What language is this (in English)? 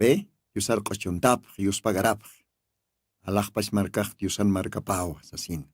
Aymara